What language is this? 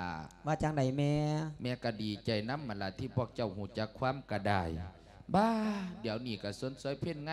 Lao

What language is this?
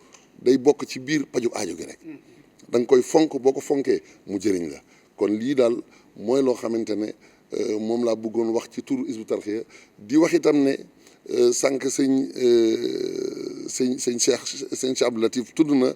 Wolof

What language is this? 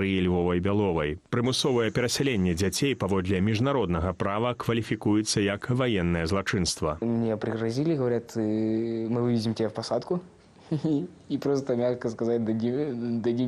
Belarusian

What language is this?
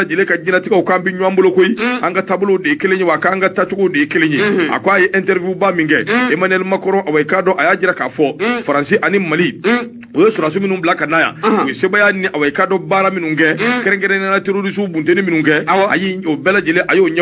Bambara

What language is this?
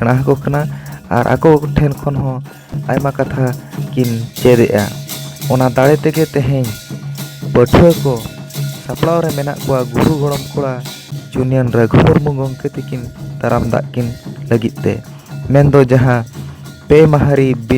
Santali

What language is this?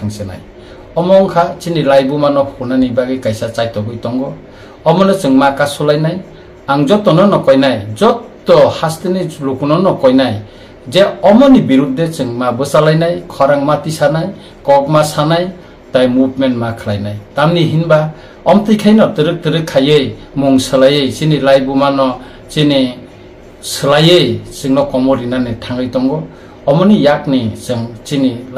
Kok Borok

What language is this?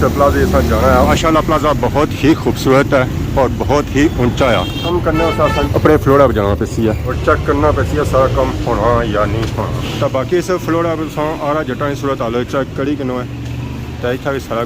Pahari-Potwari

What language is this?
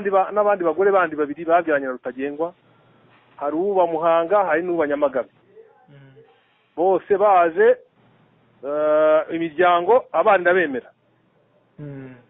Kinyarwanda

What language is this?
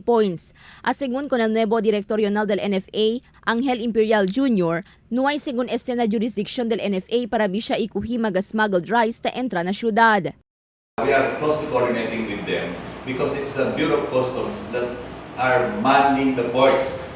Chavacano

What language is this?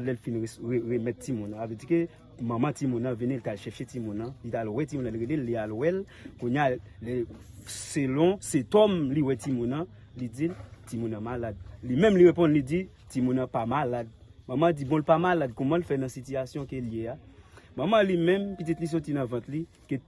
Haitian Creole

